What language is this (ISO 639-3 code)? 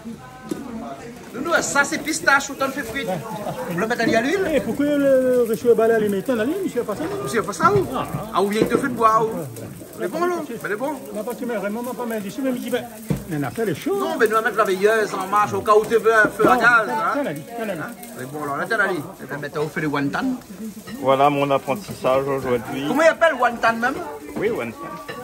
rcf